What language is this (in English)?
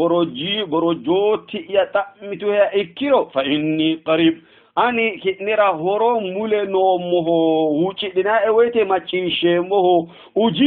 Sidamo